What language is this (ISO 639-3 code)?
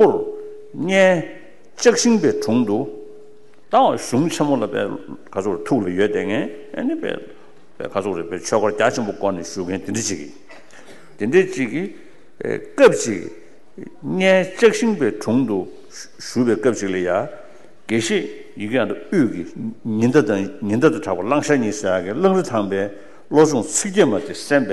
bod